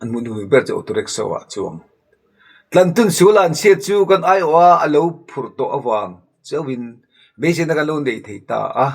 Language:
Mizo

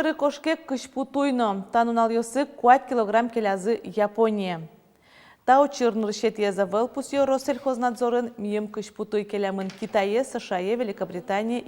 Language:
Udmurt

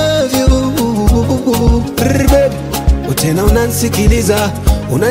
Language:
Swahili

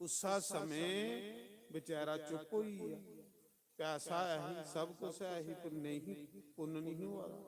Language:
Dogri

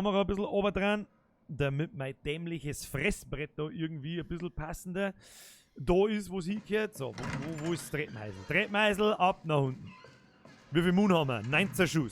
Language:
Bavarian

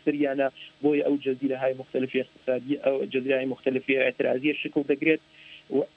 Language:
Central Kurdish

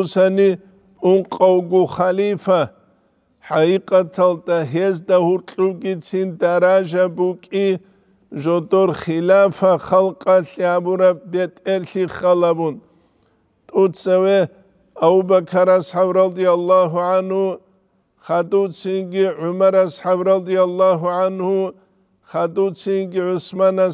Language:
Avaric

